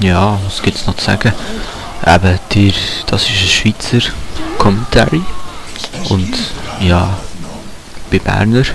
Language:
Swiss German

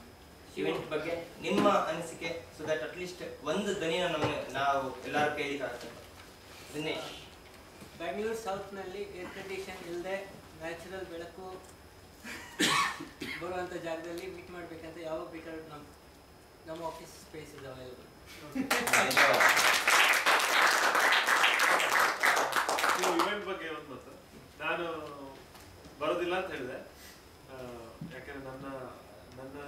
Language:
Kannada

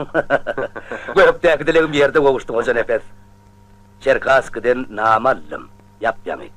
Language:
Turkmen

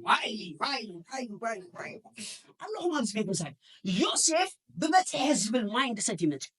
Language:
Tigrinya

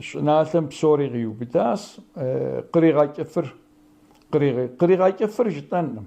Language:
Kabardian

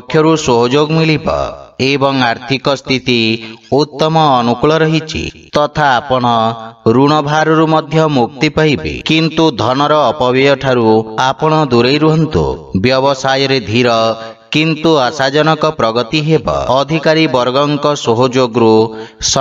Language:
Odia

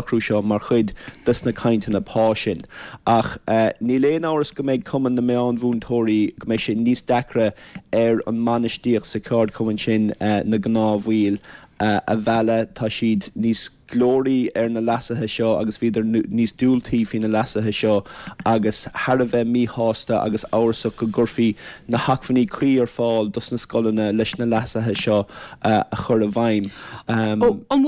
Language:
Irish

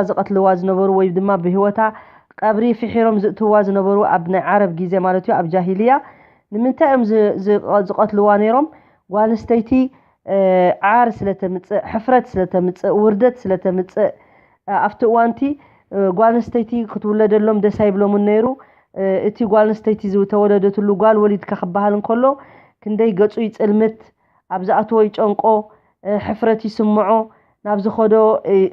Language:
Tigrinya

